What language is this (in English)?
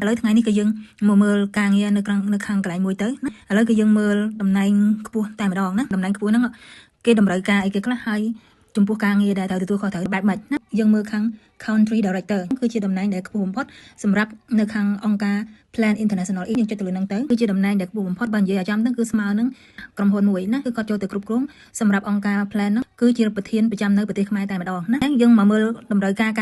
Khmer